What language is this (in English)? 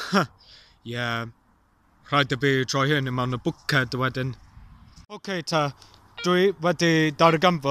Welsh